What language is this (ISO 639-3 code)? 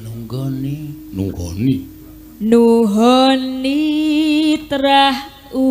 jav